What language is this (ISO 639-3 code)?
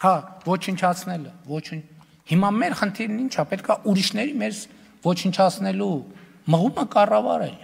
hye